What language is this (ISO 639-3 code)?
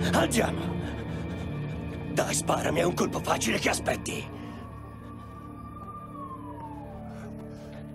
ita